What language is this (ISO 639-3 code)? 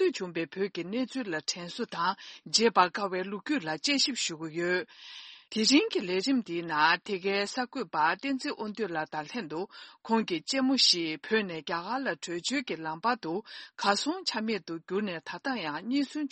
bod